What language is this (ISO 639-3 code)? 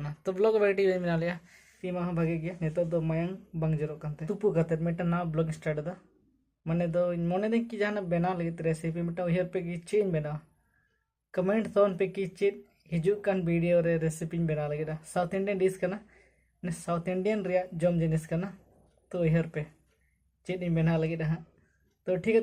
sat